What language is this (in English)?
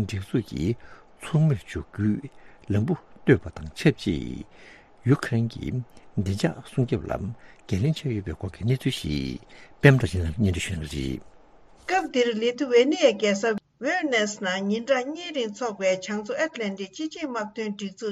Tibetan